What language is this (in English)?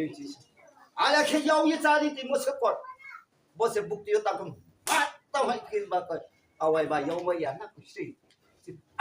Riang (India)